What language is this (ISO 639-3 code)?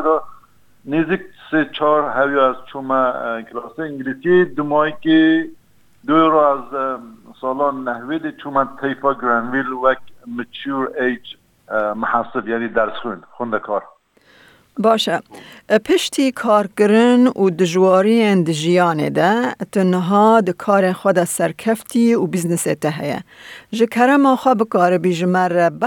kur